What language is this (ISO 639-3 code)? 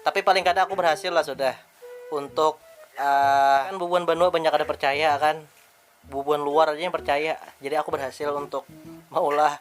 bjn